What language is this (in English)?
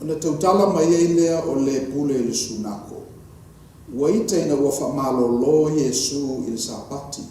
Samoan